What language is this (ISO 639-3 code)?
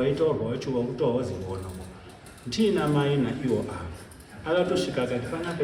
sna